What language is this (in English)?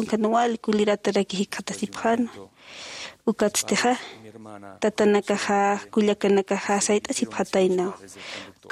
Aymara